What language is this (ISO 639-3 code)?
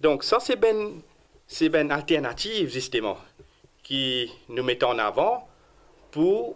mfe